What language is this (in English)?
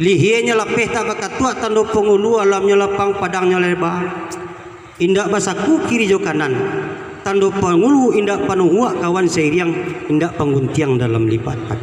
Minangkabau